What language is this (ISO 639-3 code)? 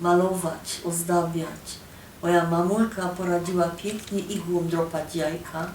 szl